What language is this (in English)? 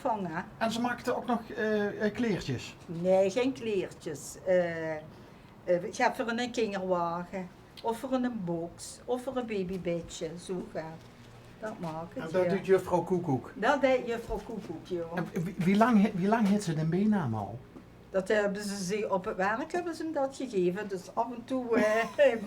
Limburgish